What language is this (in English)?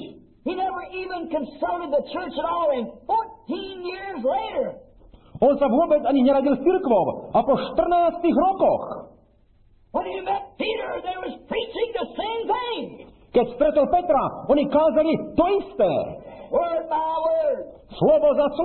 Slovak